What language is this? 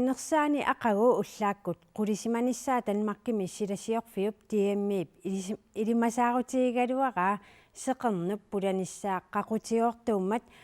Kalaallisut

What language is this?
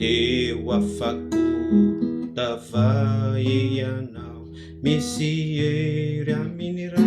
Malagasy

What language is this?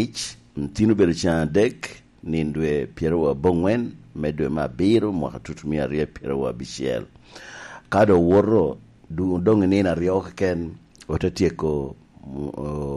Lango (Uganda)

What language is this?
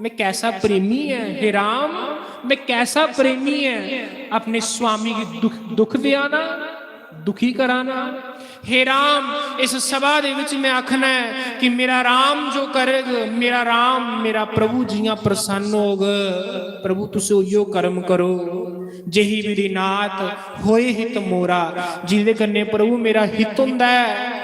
Dogri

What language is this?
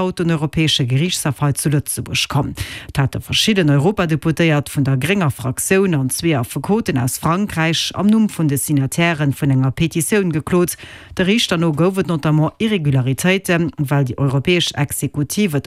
Luxembourgish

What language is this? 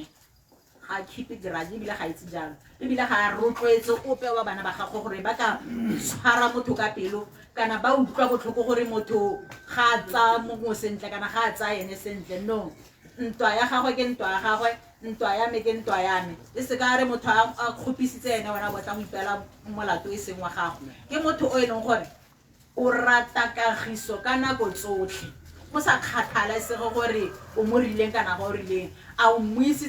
Tswana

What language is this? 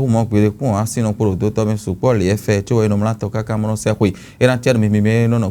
Fon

